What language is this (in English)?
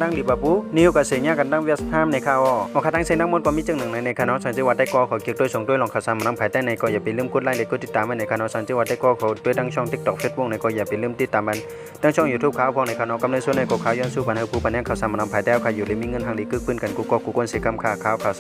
Shan